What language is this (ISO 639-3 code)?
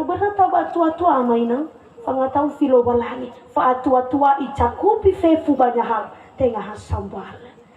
nia